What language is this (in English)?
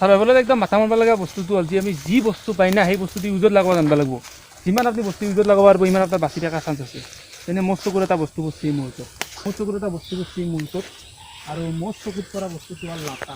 Assamese